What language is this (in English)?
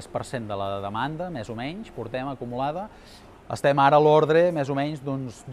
Catalan